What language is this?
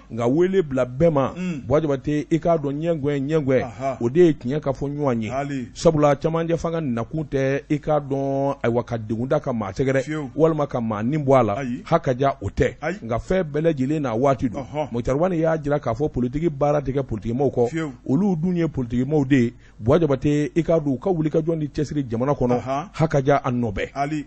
Bambara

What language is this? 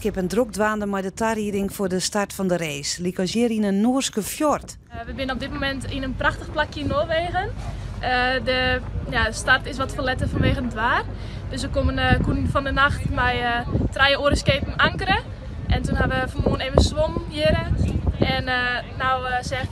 Western Frisian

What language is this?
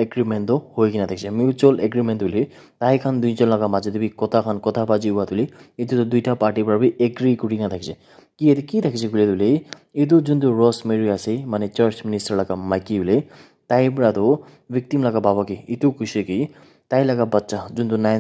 Naga Pidgin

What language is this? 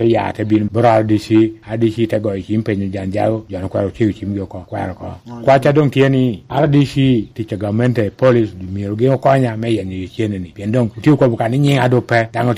Lango (Uganda)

